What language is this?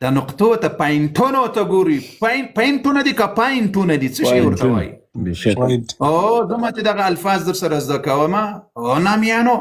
Pashto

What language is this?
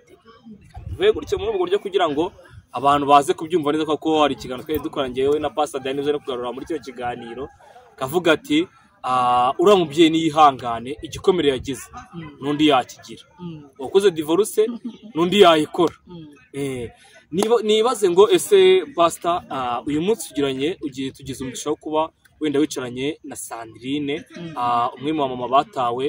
Kinyarwanda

